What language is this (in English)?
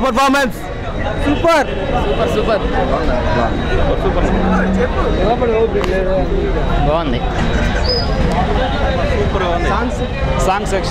Telugu